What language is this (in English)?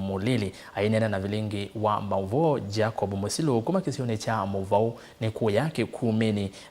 Kamba